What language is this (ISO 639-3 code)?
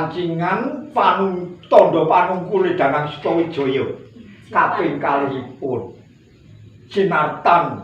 jav